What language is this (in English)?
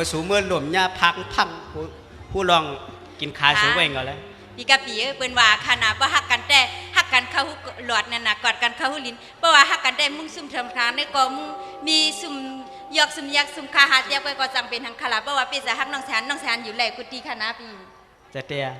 Shan